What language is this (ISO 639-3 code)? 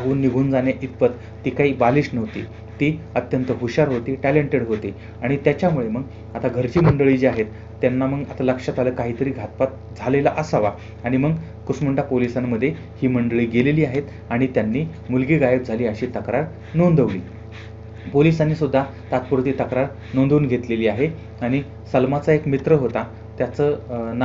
mar